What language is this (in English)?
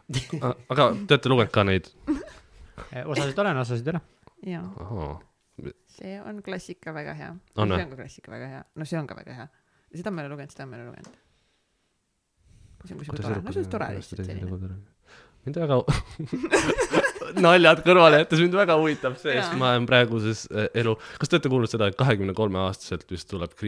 Estonian